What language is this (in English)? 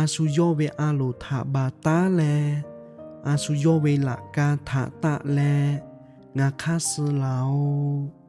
Lahu